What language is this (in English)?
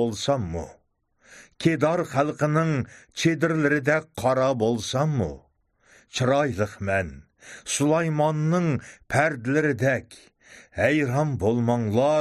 Uyghur